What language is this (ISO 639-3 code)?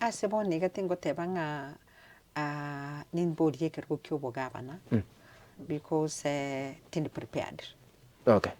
guz